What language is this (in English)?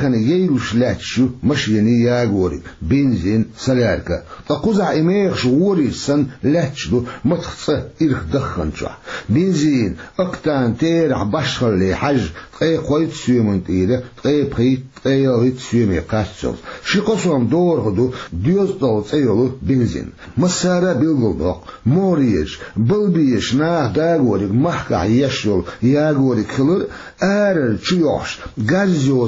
Chechen